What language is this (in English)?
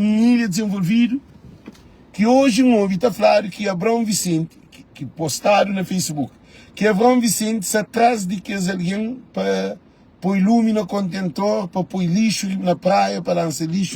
Kabuverdianu